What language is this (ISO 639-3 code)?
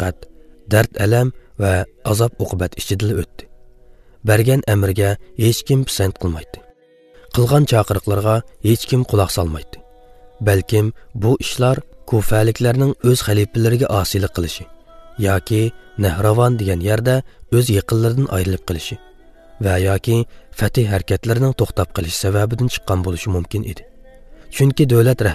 uig